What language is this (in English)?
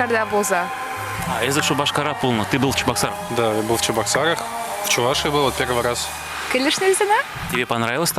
Chuvash